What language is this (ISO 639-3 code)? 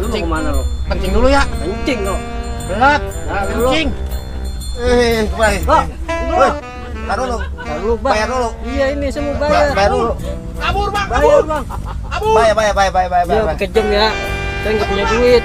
bew